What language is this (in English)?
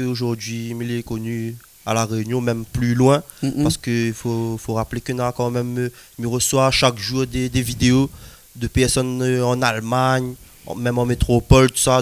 Réunion Creole French